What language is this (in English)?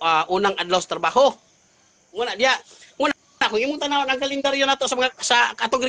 Cebuano